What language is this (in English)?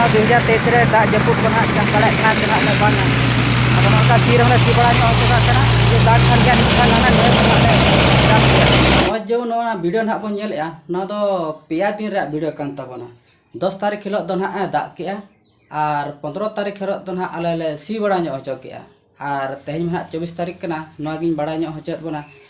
Santali